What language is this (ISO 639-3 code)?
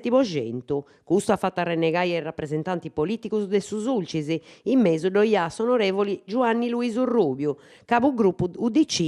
srd